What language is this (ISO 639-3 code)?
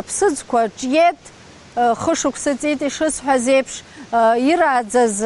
abk